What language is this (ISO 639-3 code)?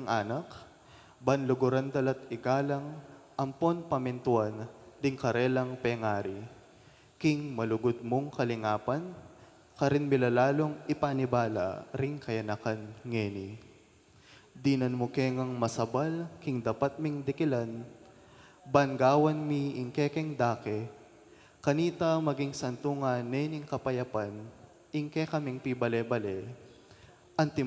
pam